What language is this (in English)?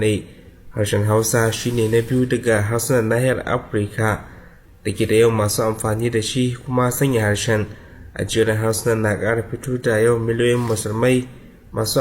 Hausa